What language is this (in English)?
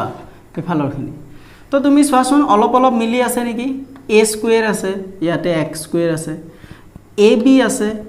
Assamese